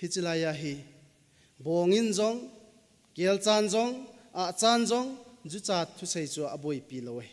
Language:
Thado Chin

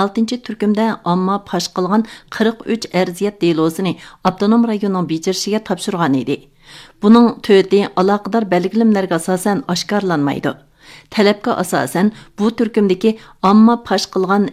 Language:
Uyghur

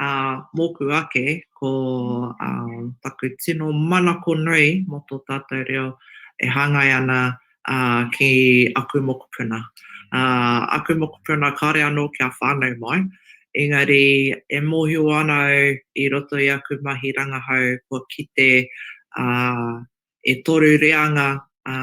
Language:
Māori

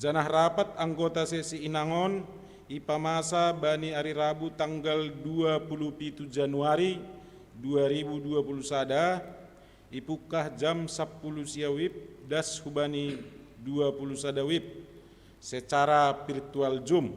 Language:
Batak Simalungun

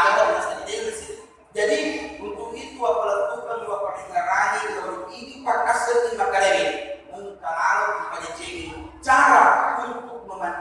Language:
Buginese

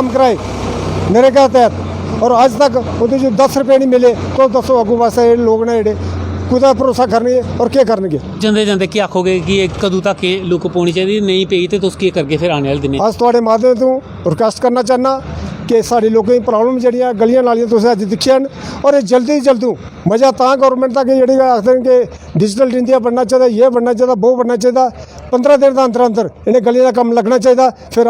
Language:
Dogri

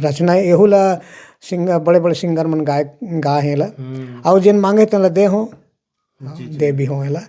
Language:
Chhattisgarhi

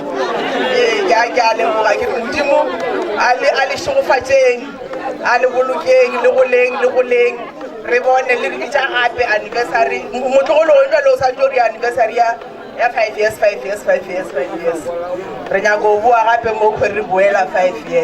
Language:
Northern Sotho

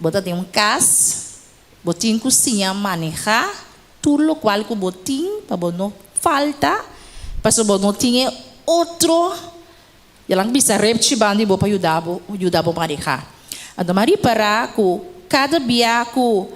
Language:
Papiamento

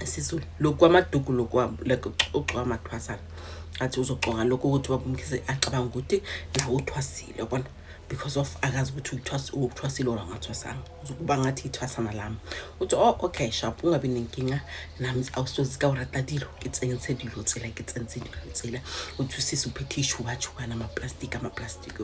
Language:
Zulu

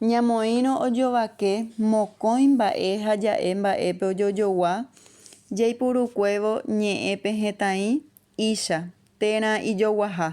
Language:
Guarani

